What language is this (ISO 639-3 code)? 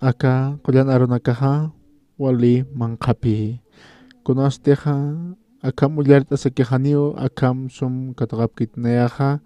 aym